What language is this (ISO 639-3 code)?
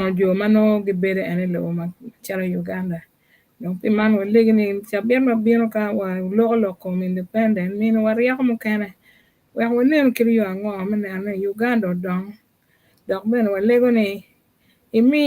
ach